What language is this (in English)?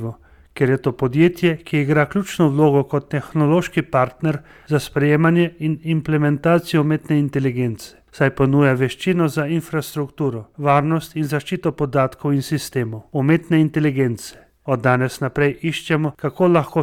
Slovenian